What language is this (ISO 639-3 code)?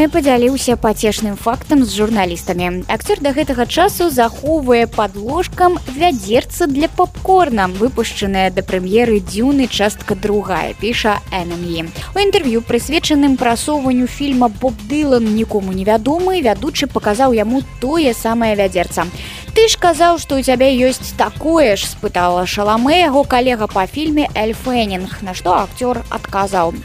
bel